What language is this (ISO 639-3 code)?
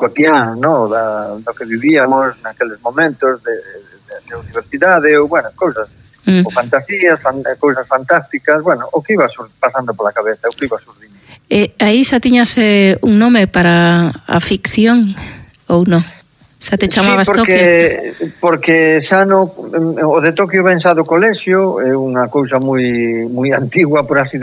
glg